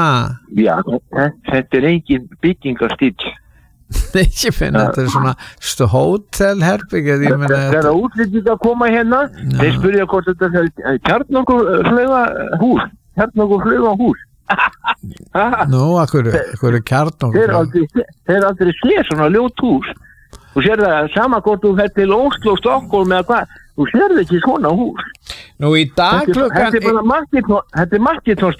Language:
Icelandic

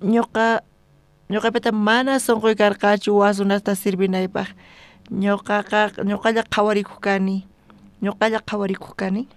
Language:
South Bolivian Quechua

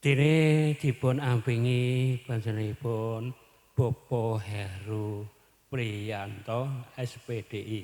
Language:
Javanese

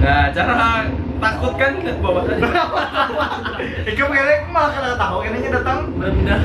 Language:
Banjar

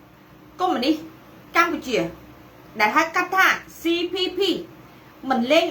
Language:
Khmer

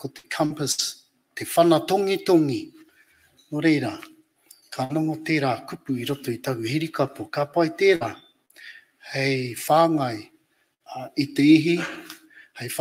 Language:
Māori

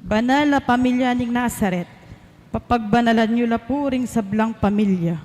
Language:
Pampanga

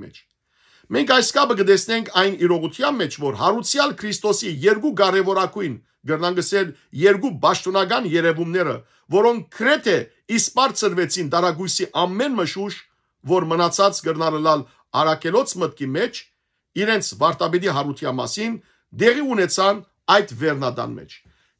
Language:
Western Armenian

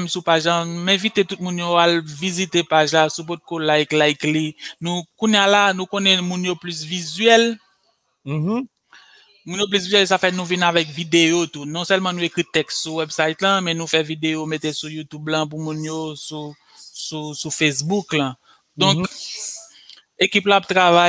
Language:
Haitian Creole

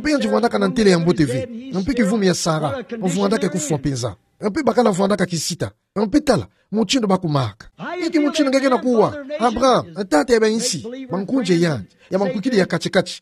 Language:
Kituba (Democratic Republic of Congo)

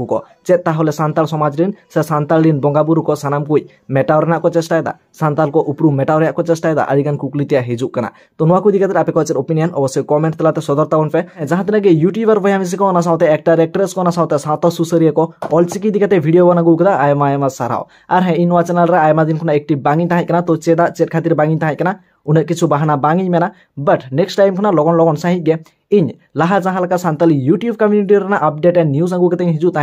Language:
Santali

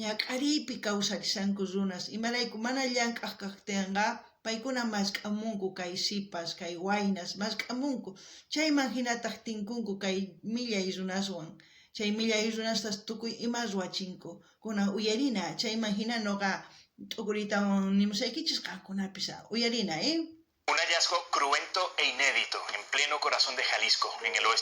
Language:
South Bolivian Quechua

